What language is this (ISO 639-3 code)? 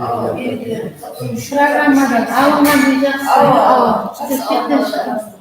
kaa